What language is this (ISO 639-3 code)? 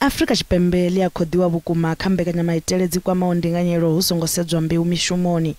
ven